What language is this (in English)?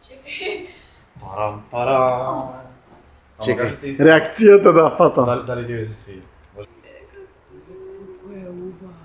Macedonian